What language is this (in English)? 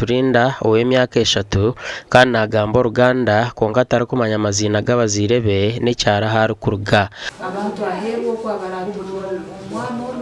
Nyankole